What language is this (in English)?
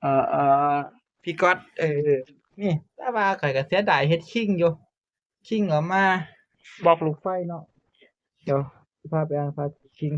Northeastern Thai